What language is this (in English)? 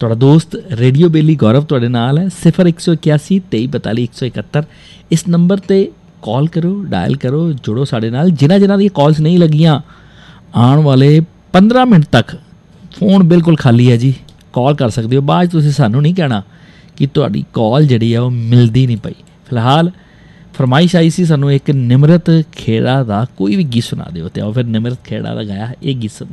Punjabi